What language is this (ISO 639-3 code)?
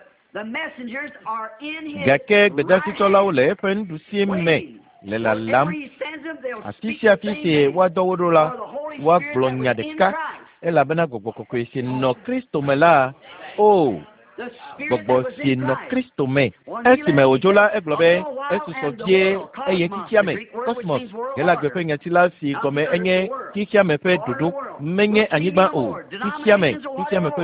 ewe